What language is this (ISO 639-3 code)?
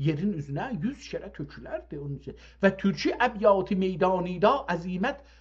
azb